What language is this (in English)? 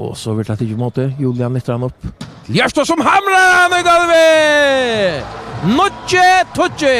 Faroese